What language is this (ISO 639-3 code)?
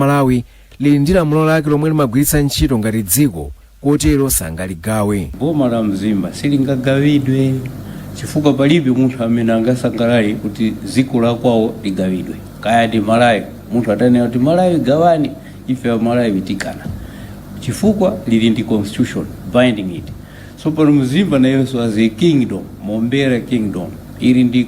nya